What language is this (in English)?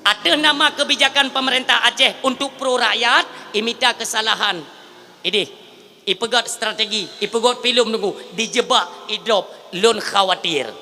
Achinese